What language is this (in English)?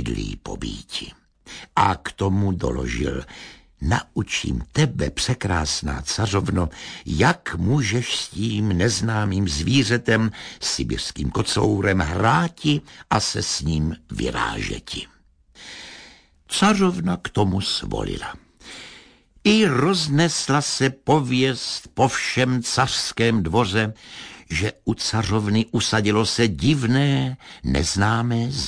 Czech